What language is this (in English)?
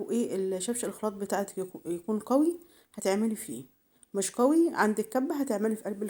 Egyptian Arabic